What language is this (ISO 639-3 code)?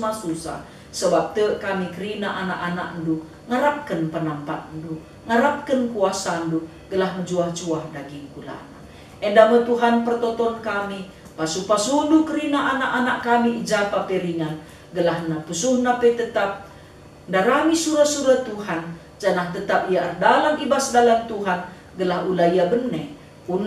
btx